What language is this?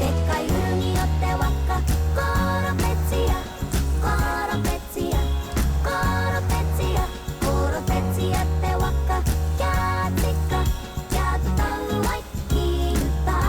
Māori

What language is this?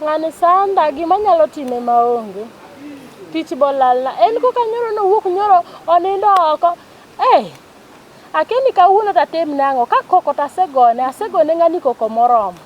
Luo (Kenya and Tanzania)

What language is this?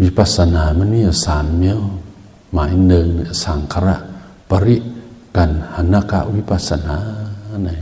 Shan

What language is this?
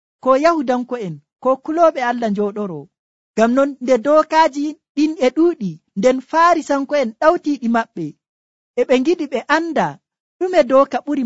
Nigerian Fulfulde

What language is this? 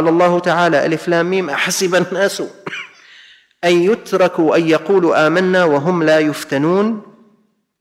Arabic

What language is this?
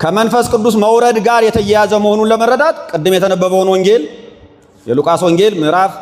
Amharic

